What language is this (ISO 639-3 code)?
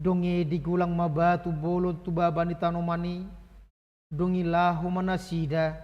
bbc